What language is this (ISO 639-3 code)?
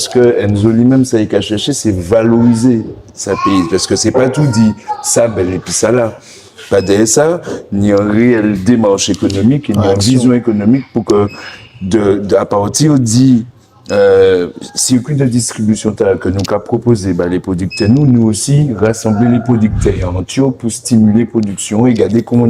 gcf